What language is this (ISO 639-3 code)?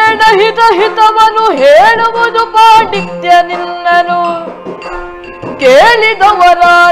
kan